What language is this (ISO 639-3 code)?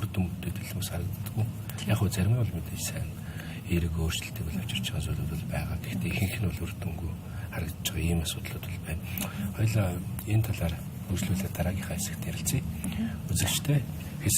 mon